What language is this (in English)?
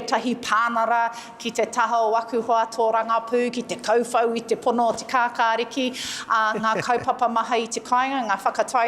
Māori